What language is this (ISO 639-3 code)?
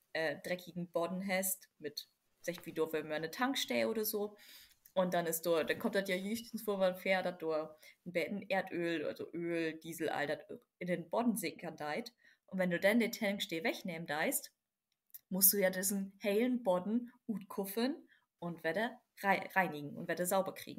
nds